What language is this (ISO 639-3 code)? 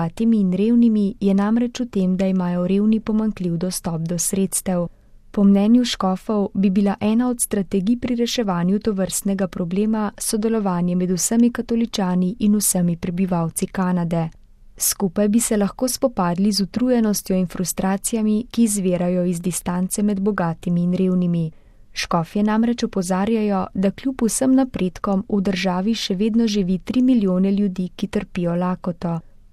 slv